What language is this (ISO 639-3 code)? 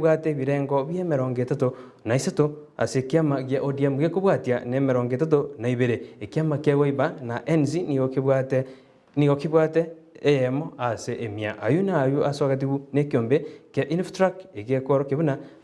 guz